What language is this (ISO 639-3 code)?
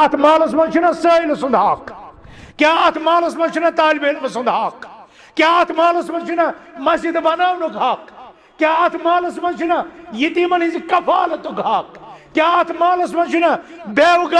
kas